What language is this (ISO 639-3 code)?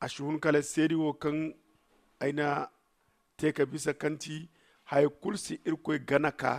dje